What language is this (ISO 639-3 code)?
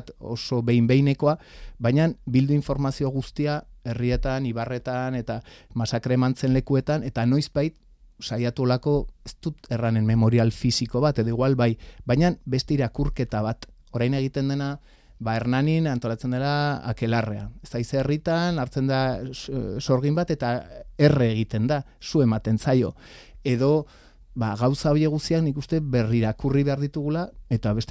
eus